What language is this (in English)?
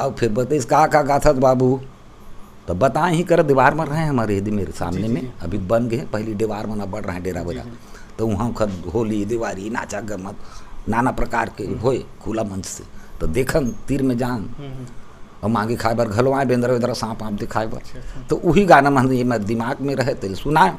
Chhattisgarhi